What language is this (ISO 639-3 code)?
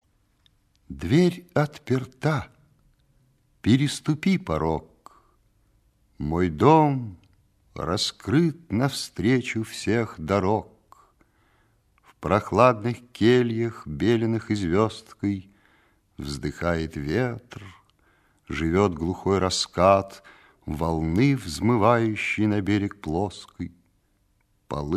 rus